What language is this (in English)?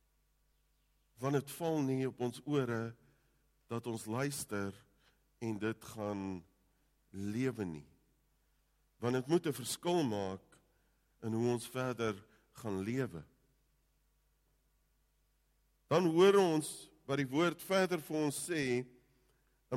Afrikaans